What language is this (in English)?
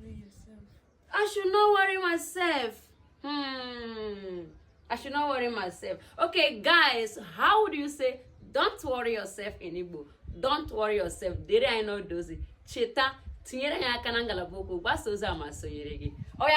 Igbo